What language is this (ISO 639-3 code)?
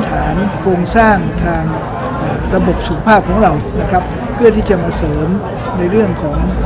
tha